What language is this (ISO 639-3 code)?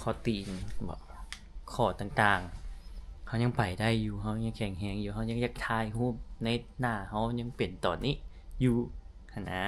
lao